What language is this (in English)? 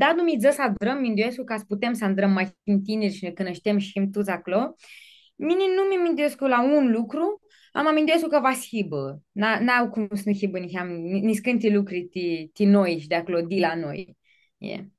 Aromanian